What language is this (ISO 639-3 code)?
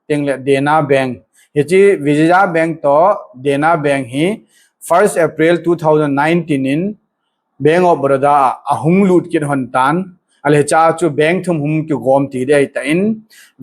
tcz